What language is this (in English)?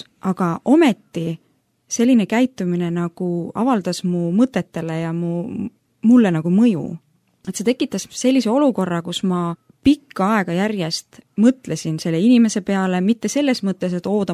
Estonian